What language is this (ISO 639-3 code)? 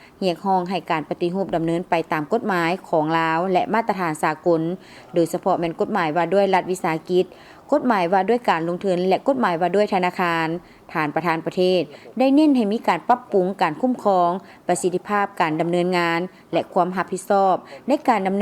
lao